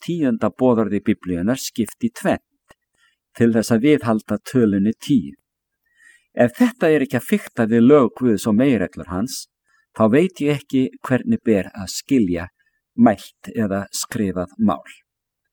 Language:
Icelandic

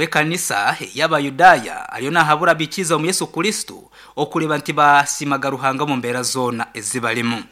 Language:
Nyoro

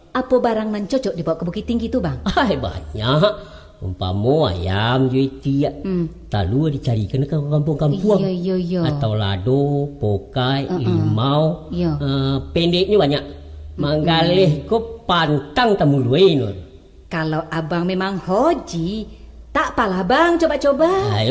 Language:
Minangkabau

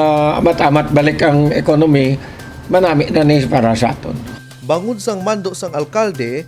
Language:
Hiligaynon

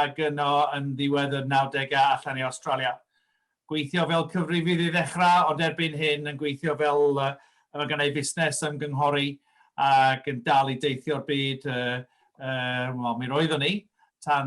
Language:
Welsh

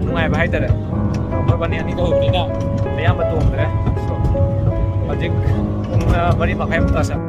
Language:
Manipuri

